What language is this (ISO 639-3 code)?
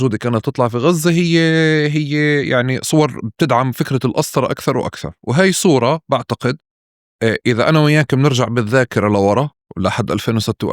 apc